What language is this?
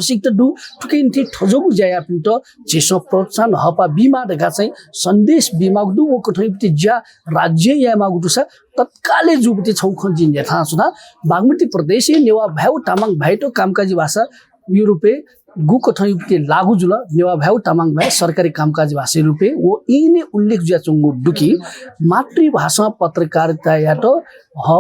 Newari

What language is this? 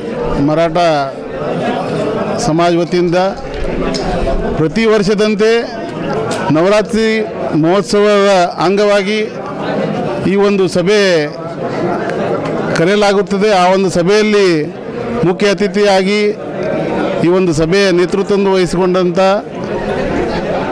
Kannada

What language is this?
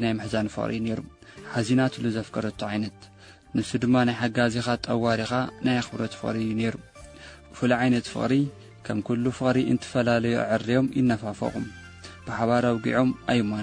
Tigrinya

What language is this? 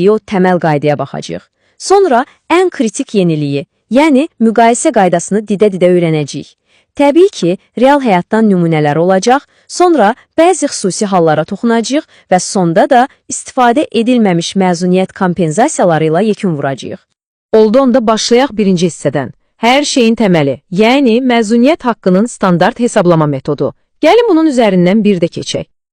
Azerbaijani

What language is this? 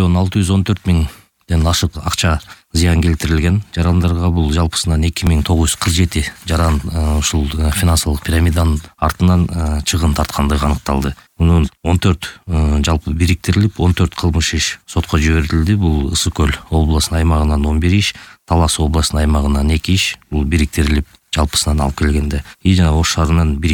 Kyrgyz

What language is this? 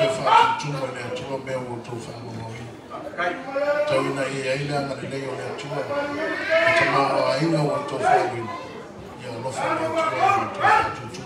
Samoan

